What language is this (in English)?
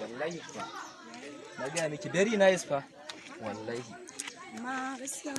Hausa